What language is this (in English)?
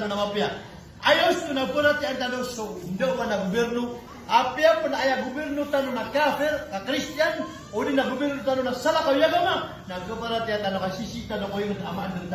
Maranao